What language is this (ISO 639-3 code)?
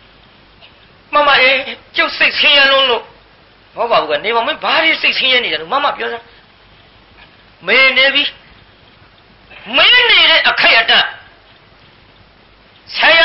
mya